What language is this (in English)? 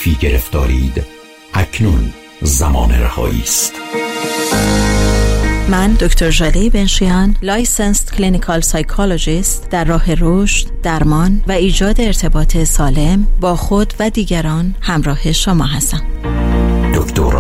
Persian